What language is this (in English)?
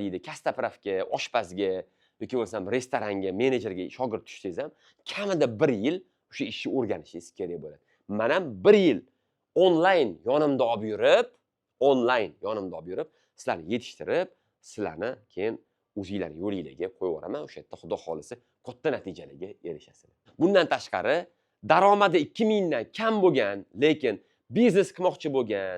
Uzbek